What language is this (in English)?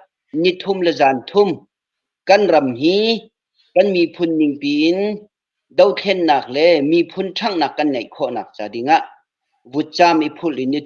Hakha Chin